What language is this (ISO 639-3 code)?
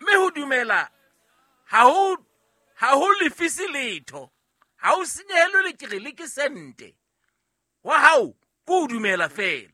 sot